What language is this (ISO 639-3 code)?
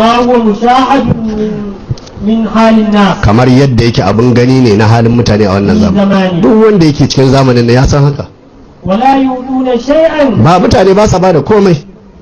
hau